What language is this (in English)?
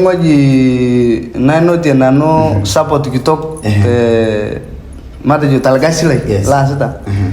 Masai